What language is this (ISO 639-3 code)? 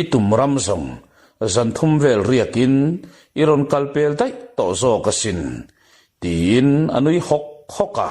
lus